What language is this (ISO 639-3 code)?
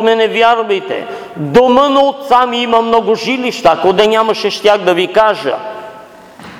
bul